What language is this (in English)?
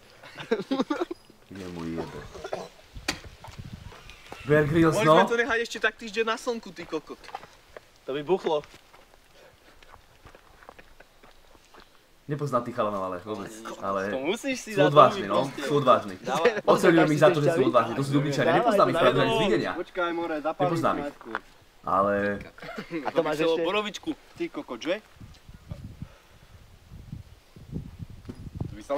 Slovak